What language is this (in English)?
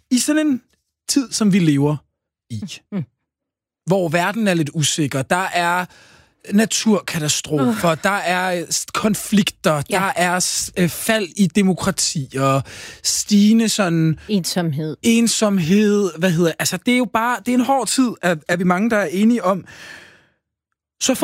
Danish